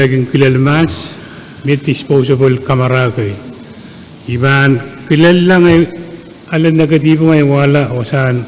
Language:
Pohnpeian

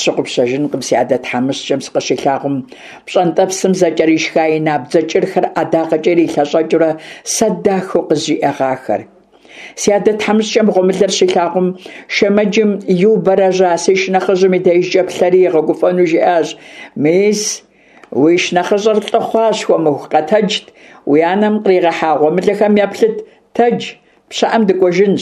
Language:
Kabardian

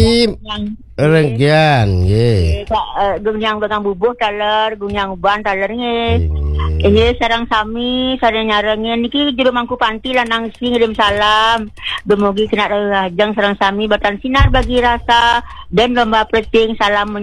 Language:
Balinese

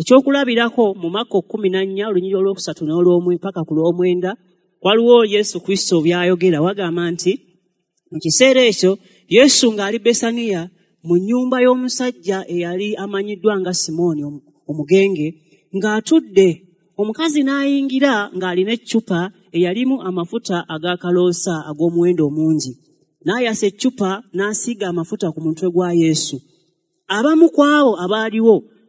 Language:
Ganda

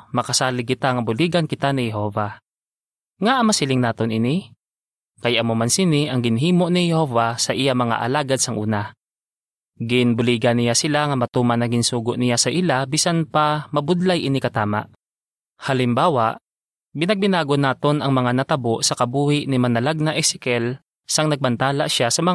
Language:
Hiligaynon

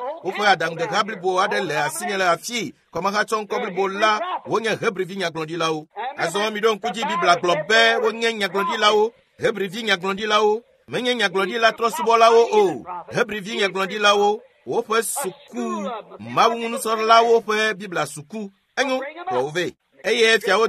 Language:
Ewe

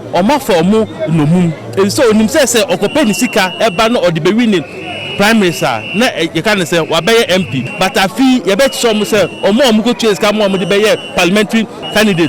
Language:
Akan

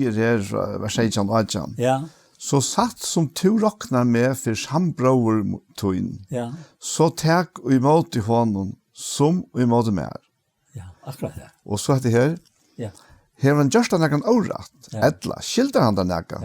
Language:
Faroese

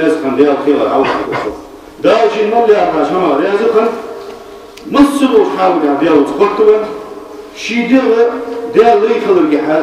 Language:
Ingush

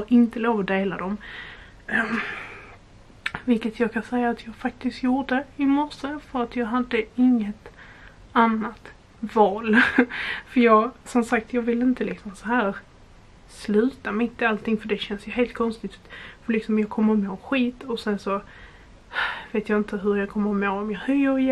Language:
Swedish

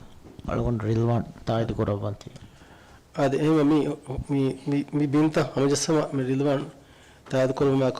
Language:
Divehi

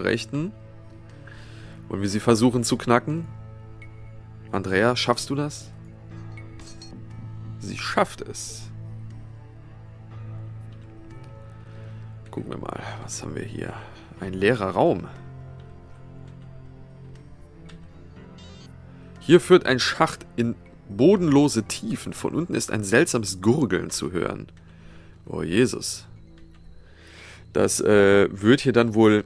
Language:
German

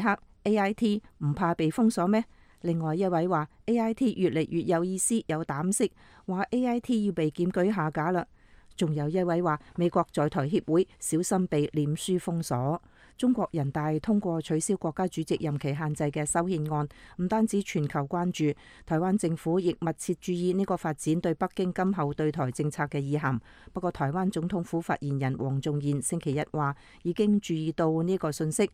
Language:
Cantonese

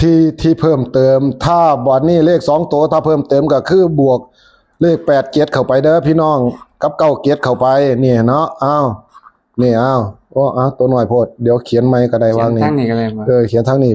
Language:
Northeastern Thai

